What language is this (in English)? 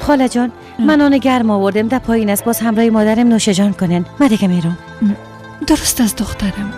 Persian